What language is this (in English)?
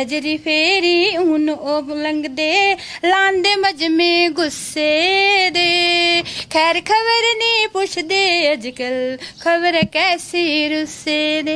Dogri